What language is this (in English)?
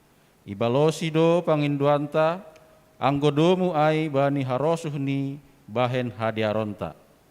Batak Simalungun